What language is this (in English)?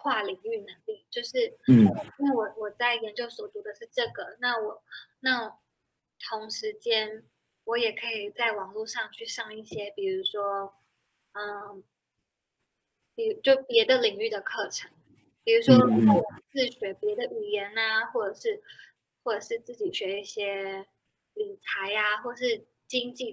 Chinese